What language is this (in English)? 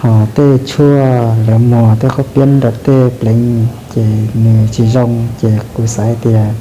Hmong